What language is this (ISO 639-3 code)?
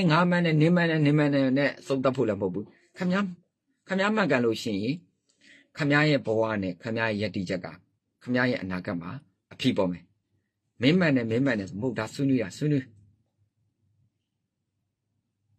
mya